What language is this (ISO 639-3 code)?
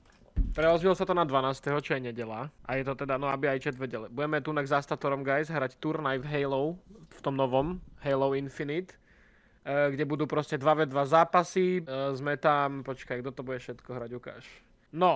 slk